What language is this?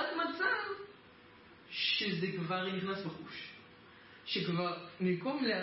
Hebrew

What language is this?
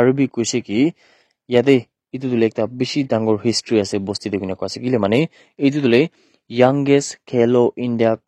Naga Pidgin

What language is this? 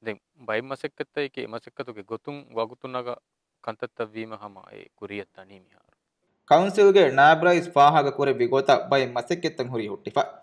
Divehi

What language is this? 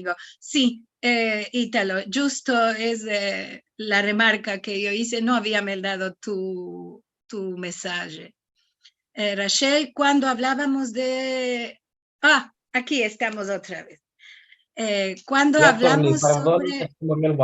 Ladino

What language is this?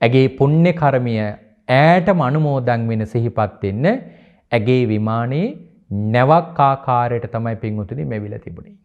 Sinhala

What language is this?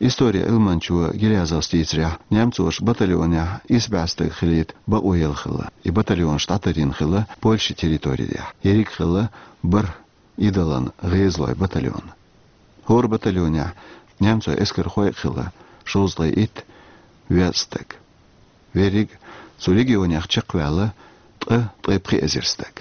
Chechen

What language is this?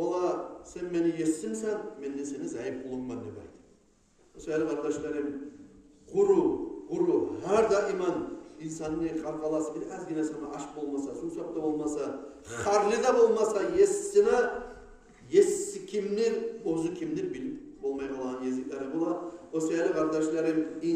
Kumyk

